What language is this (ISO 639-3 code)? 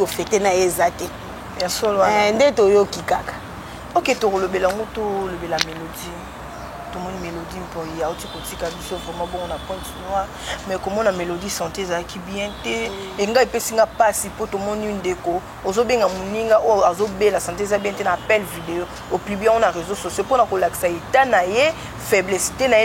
lin